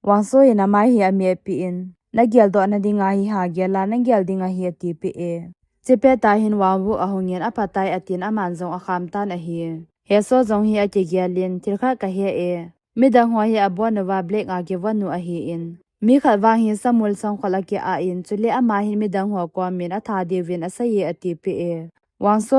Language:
Thado Chin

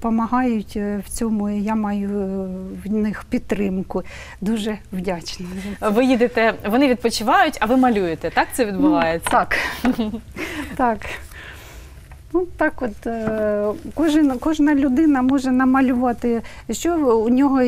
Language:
Ukrainian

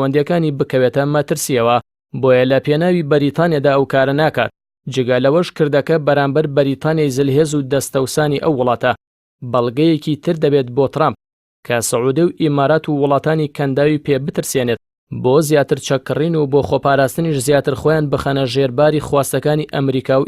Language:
Central Kurdish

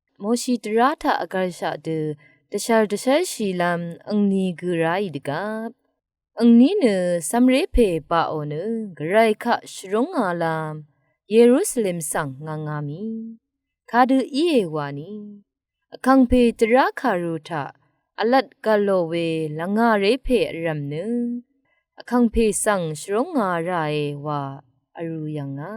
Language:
Rawang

